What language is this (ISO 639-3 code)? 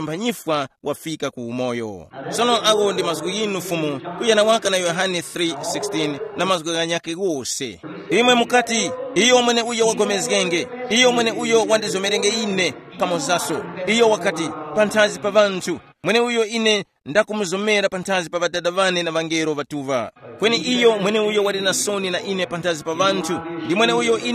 tum